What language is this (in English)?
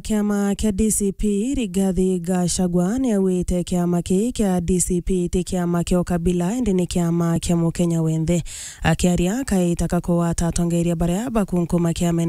Meru